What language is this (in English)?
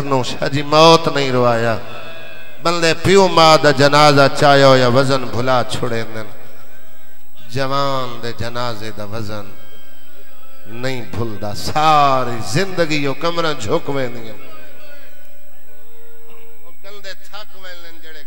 Saraiki